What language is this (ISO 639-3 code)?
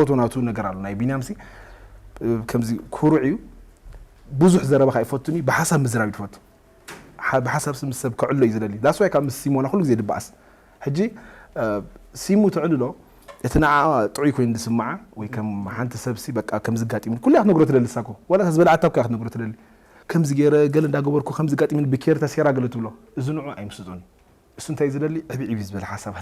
tir